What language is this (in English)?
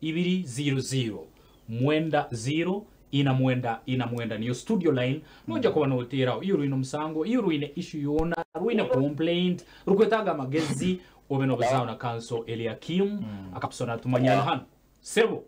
Nyankole